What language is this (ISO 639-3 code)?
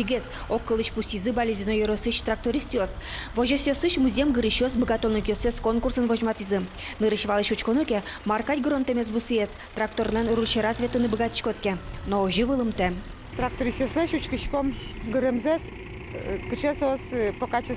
udm